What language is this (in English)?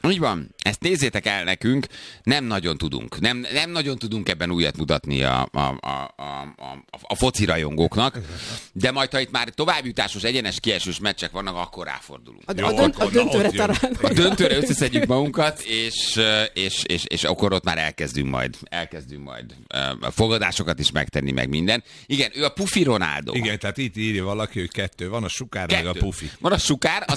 Hungarian